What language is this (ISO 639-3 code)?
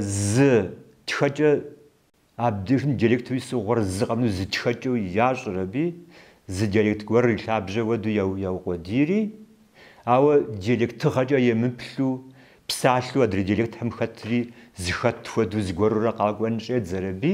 kbd